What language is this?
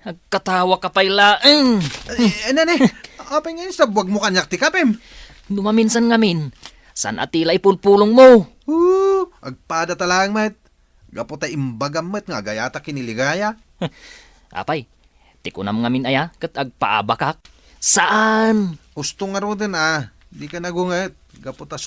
Iloko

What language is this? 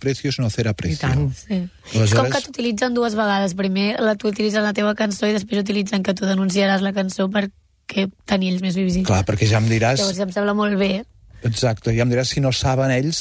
Catalan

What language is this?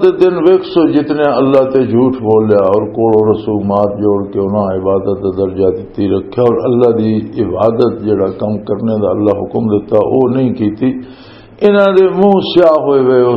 Western Panjabi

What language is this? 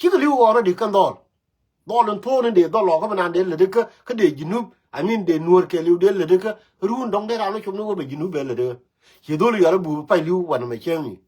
Nuer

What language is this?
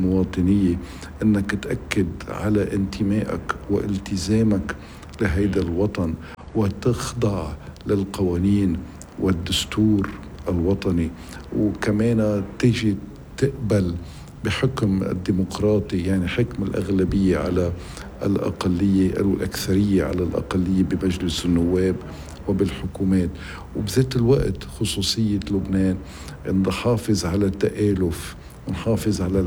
North Levantine Arabic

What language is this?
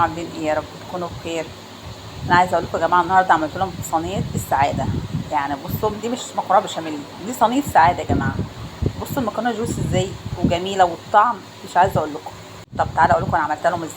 Egyptian Arabic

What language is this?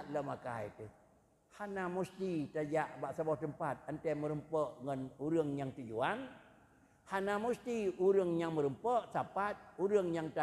Achinese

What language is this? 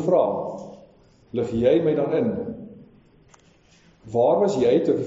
Afrikaans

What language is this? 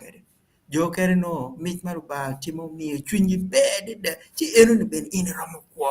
Acoli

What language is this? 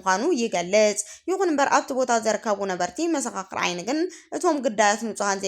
Tigrinya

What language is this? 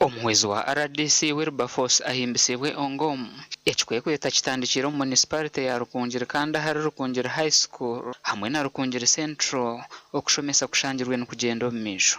Nyankole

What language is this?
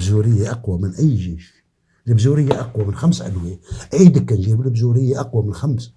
North Levantine Arabic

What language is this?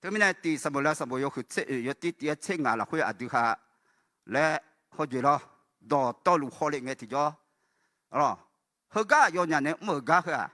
Akha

